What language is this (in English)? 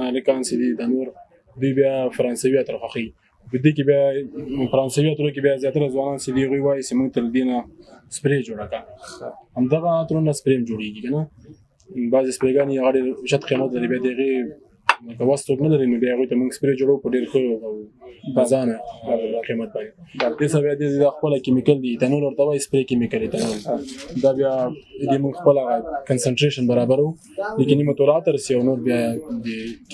Pashto